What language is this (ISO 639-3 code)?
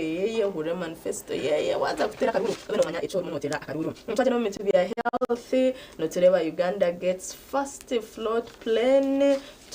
nyn